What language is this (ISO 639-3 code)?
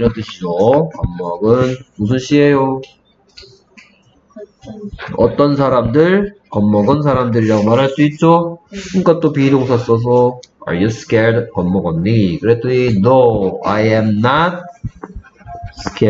kor